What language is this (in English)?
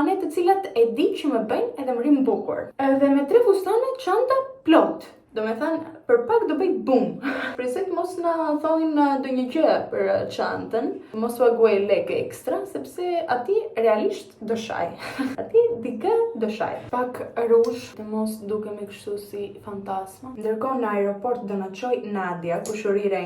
Albanian